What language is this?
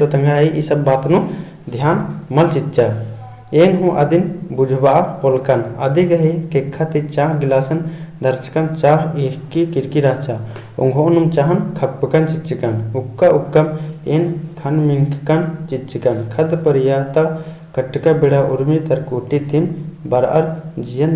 Kurukh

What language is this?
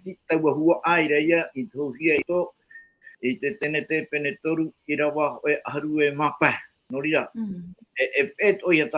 Tahitian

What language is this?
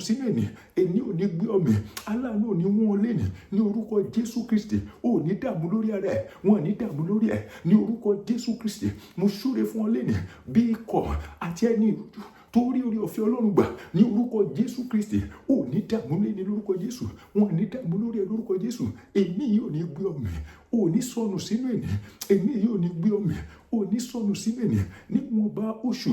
Yoruba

